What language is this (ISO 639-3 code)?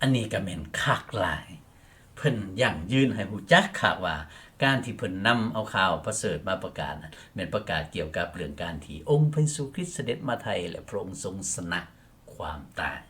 lao